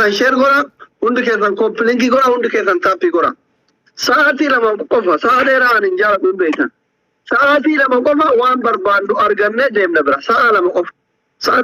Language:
Oromo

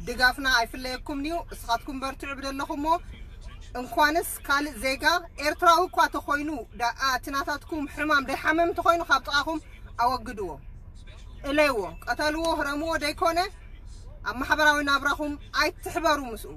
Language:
Tigrinya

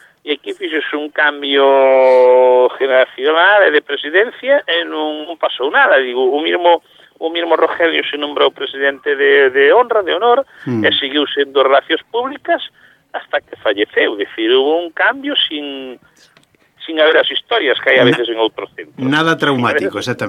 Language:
Galician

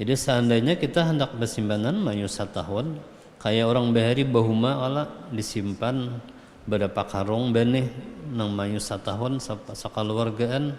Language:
Banjar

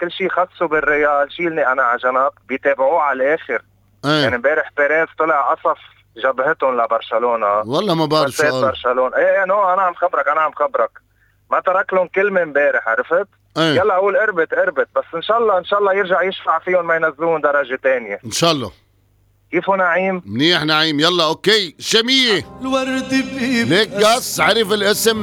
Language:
North Levantine Arabic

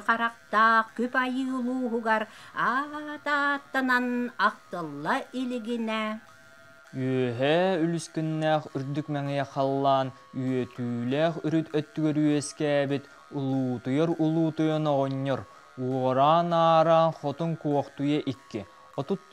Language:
Yakut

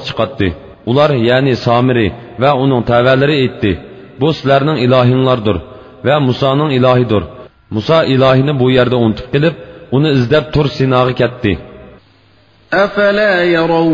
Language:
Uyghur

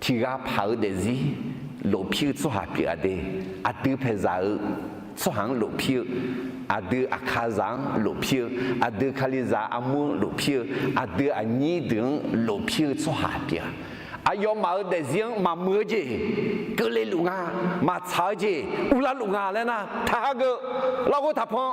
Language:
Akha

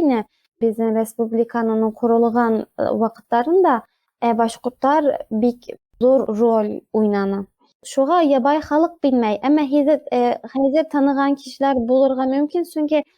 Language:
Bashkir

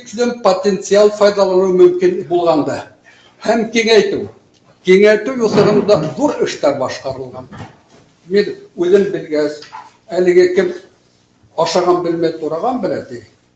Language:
Bashkir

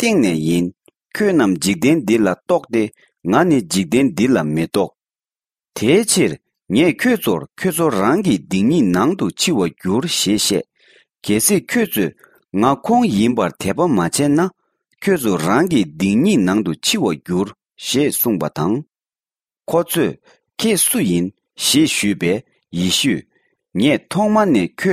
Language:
Tibetan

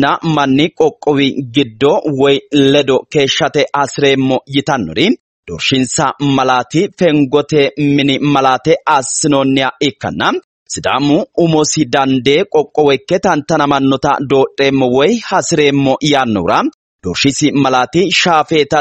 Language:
Sidamo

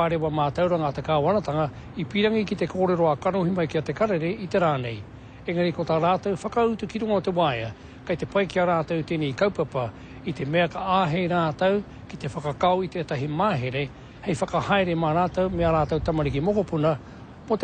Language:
Māori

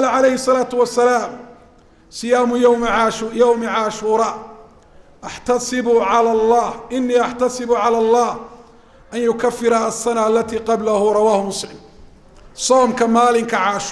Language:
Somali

